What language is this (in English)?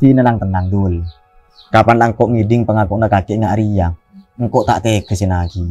Madurese